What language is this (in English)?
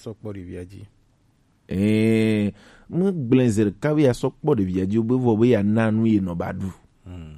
Gen